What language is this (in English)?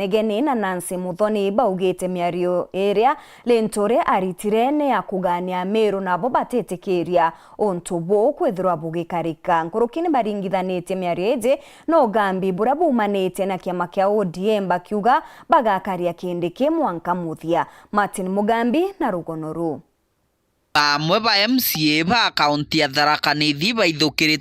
Meru